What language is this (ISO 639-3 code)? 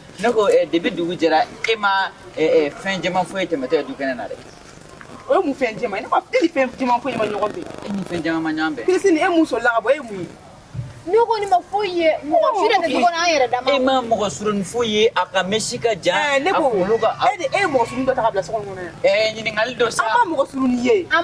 bam